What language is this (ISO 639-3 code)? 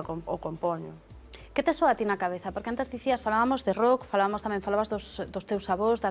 glg